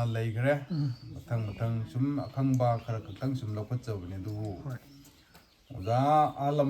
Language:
Manipuri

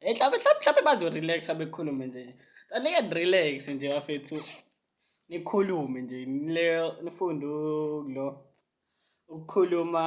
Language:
Zulu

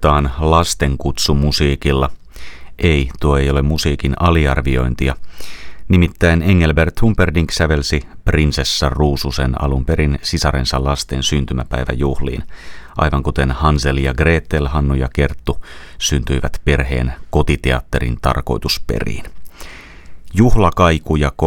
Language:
Finnish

